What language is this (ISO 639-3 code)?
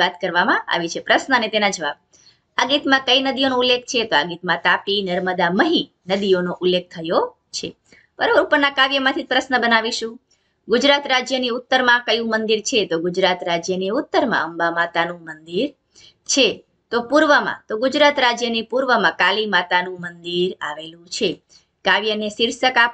guj